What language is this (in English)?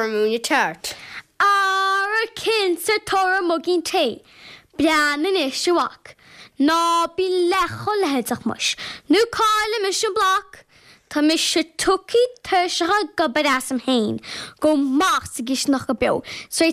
Irish